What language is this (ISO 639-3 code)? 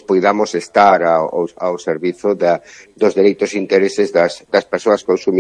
glg